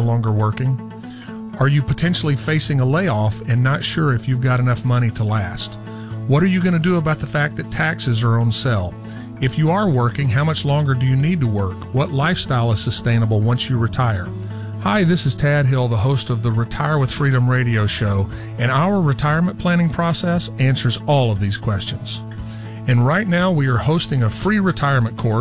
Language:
English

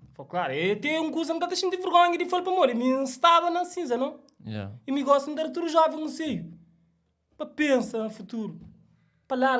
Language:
Kabuverdianu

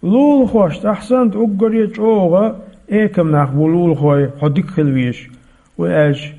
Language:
Chechen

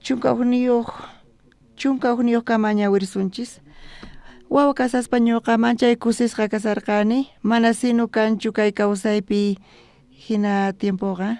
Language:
South Bolivian Quechua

